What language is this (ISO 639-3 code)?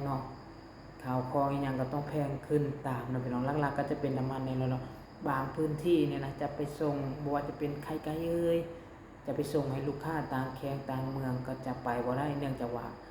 lao